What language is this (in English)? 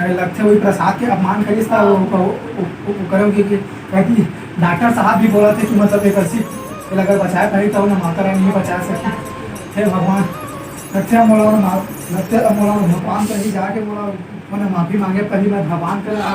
Chhattisgarhi